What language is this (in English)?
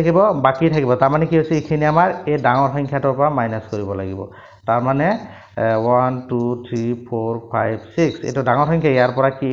Assamese